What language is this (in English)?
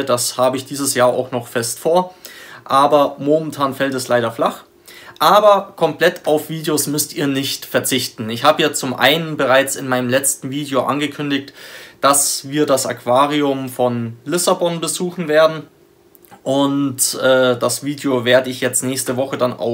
German